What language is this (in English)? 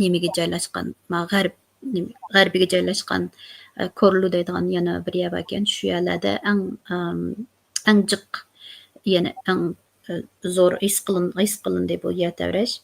Uyghur